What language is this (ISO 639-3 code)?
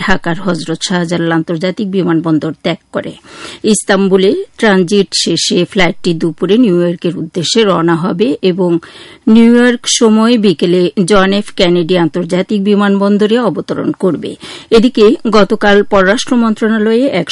ben